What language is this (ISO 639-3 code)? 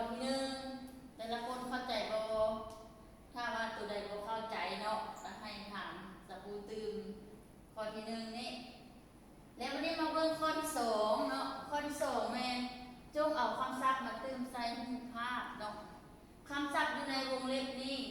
lao